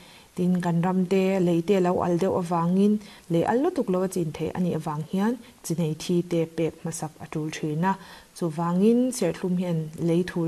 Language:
Mizo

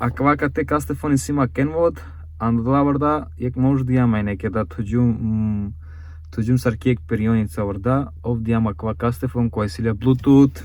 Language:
Romany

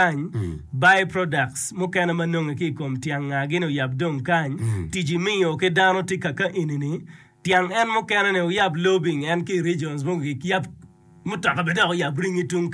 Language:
Acoli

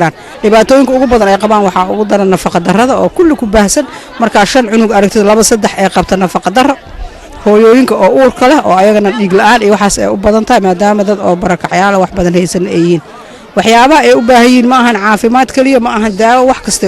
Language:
Somali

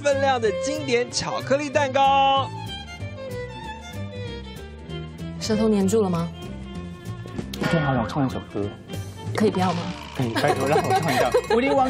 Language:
Chinese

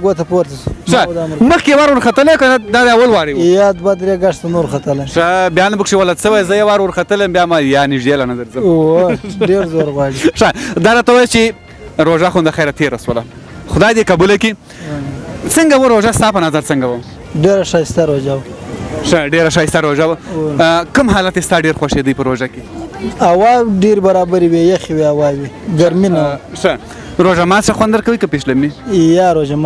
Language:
Pashto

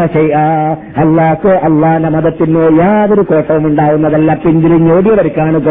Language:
Malayalam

